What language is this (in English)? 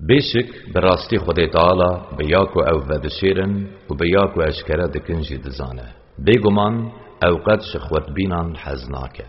Kurdish